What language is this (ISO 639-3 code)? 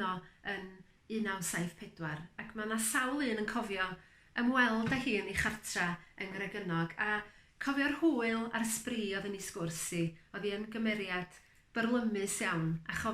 cym